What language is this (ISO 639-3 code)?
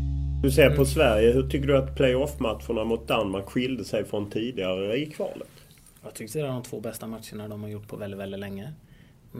swe